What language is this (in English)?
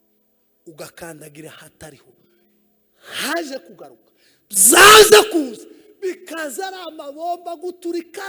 Kinyarwanda